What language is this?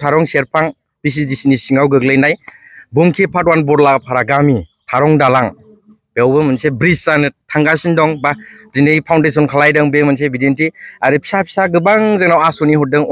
Bodo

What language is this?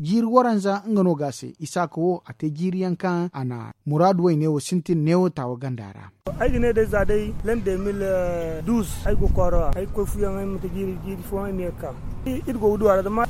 Zarma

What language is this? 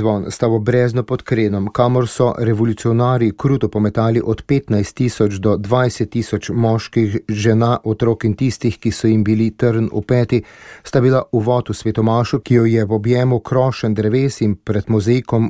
Slovenian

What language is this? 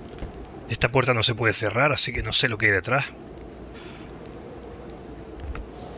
Spanish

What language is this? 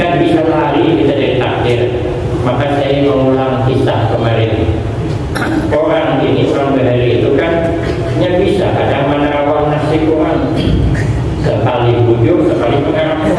Banjar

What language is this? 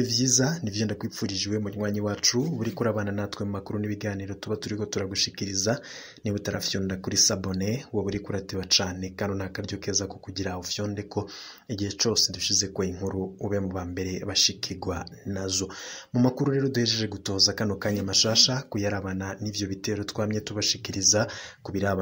Rundi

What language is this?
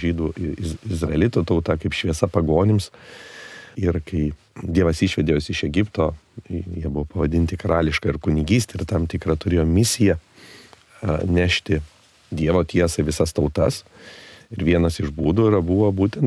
Lithuanian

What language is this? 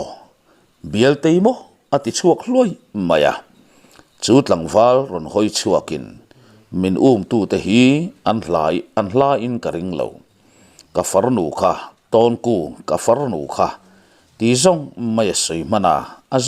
Mizo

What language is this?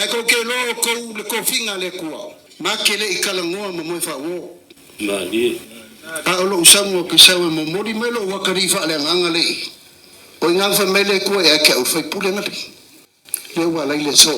Samoan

